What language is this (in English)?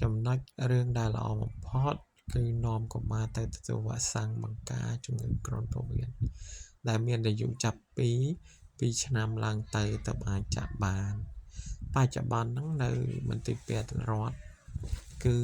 Khmer